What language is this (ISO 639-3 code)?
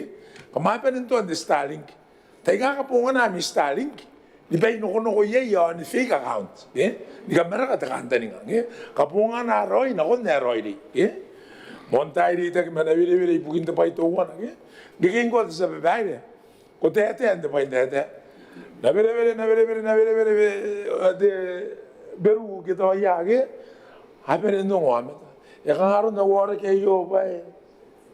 gil